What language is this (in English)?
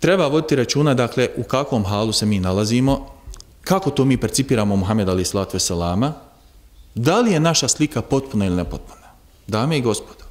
Bosnian